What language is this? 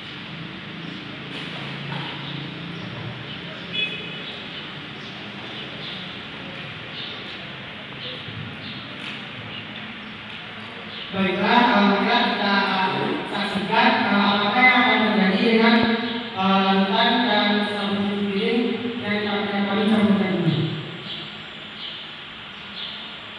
Indonesian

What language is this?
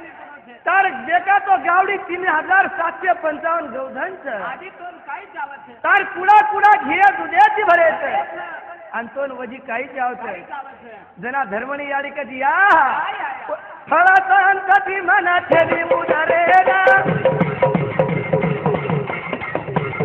Lambadi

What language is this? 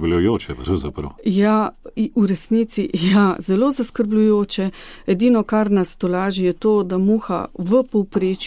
Slovenian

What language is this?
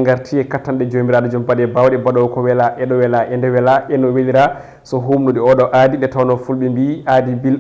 Fula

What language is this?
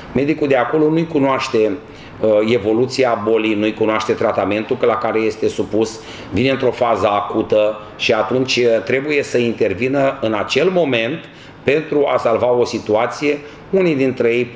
Romanian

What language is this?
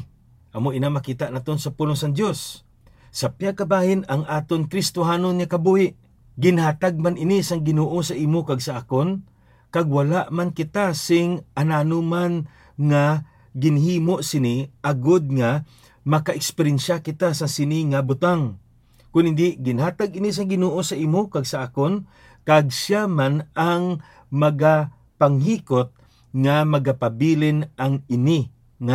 Hiligaynon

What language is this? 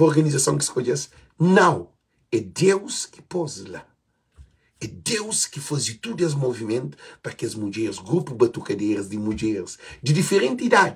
Kabuverdianu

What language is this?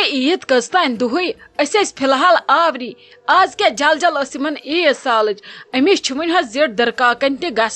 Kashmiri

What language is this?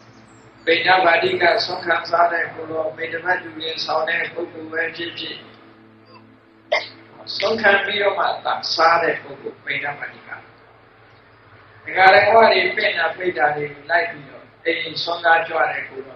Burmese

